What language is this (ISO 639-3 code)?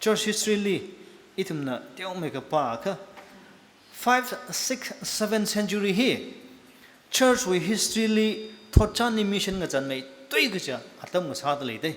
nmf